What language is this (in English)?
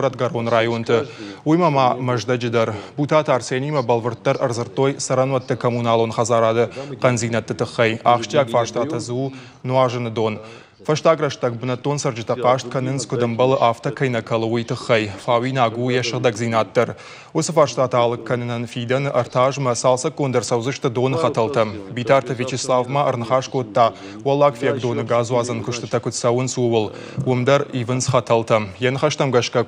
Ossetic